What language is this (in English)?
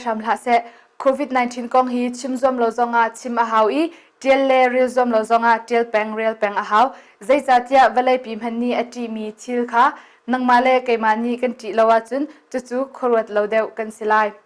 Hakha Chin